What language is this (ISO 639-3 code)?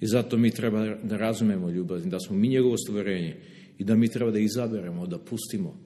srp